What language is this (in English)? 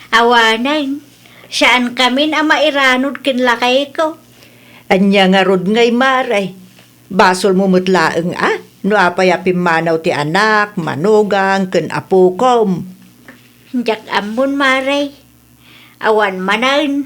Iloko